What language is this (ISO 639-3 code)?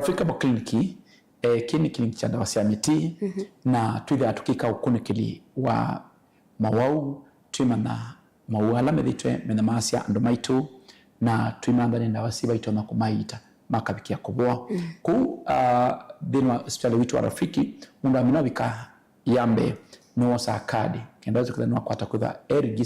kam